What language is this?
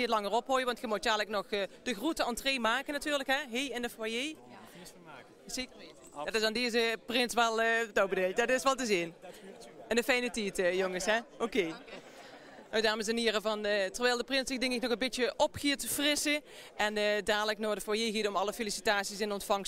Limburgish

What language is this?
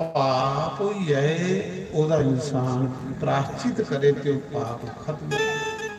Dogri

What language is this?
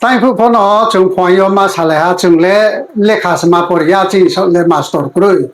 Riang (India)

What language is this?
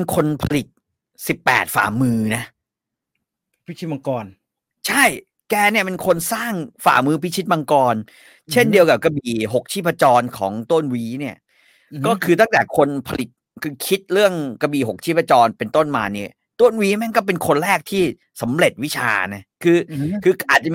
Thai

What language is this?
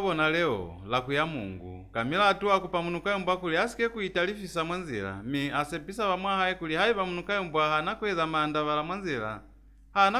Lozi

